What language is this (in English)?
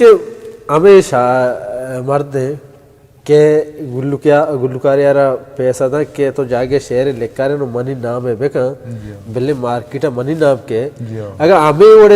Baluchi